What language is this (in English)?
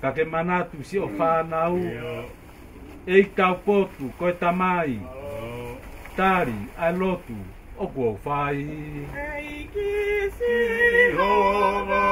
Tongan